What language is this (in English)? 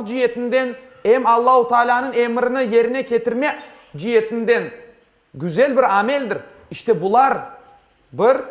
Crimean Tatar